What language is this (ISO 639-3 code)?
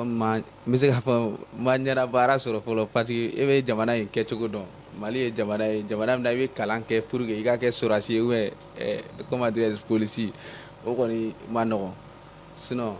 bam